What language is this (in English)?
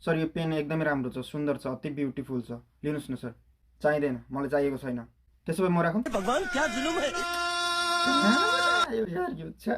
Nepali